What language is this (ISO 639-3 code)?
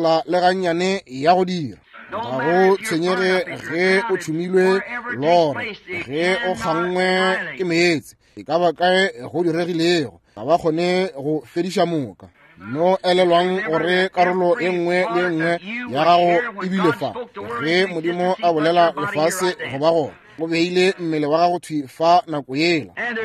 nso